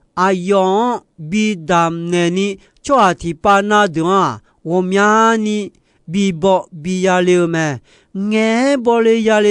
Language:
Akha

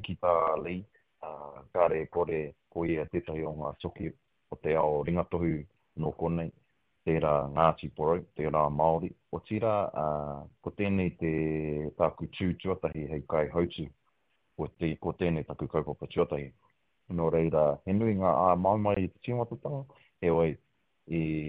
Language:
Māori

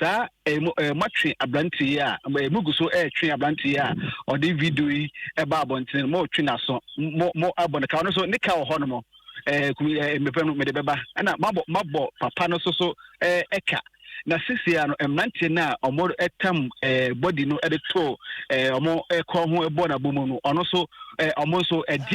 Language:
Akan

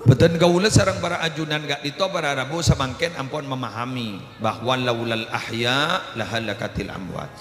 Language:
Madurese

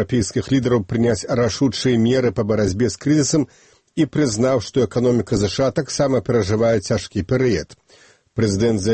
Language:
Belarusian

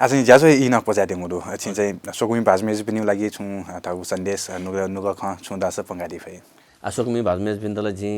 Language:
Newari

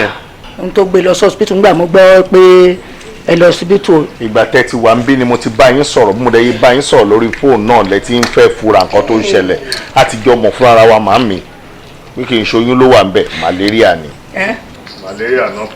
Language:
Yoruba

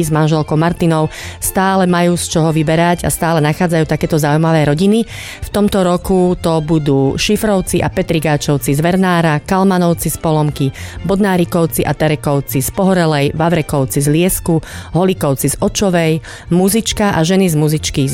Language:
Slovak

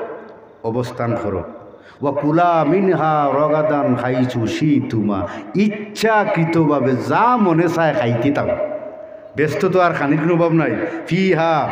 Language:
Sylheti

